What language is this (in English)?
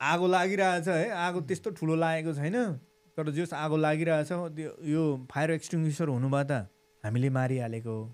Nepali